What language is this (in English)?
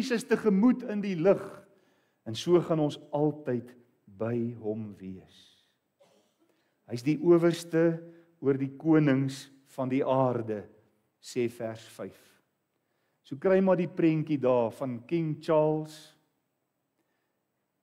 Afrikaans